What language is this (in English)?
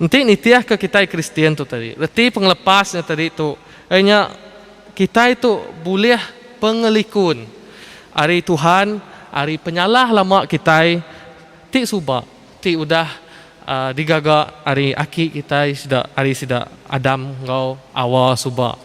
Iban